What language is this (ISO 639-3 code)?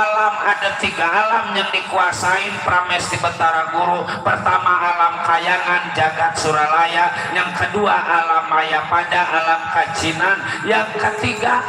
bew